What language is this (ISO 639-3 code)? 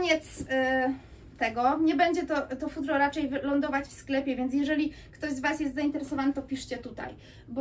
pol